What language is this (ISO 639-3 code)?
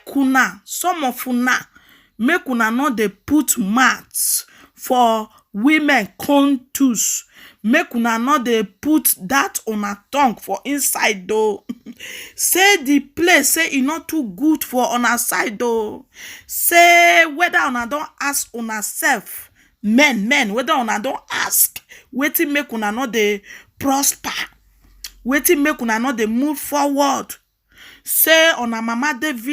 pcm